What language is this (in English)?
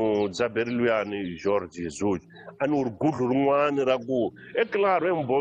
Tsonga